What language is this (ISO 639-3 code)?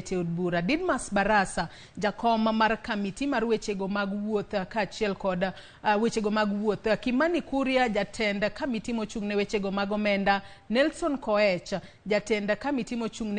luo